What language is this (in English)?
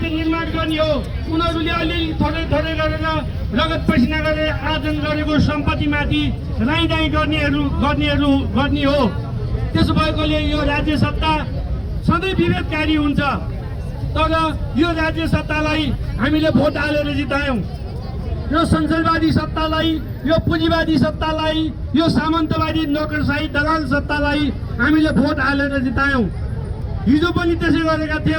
Nepali